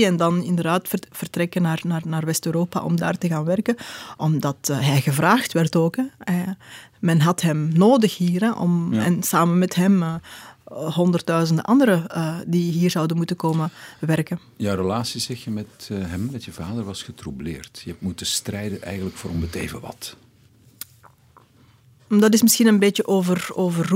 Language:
Dutch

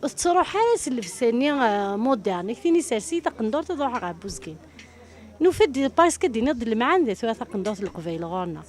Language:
Kabyle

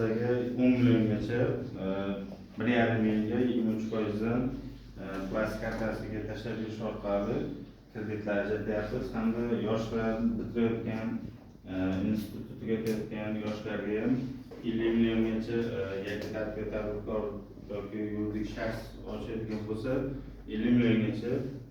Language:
Uzbek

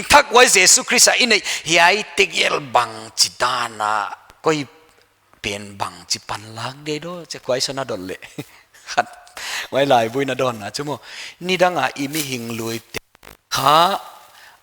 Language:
Paite Chin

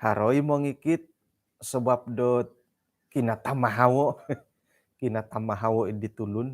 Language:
Central Dusun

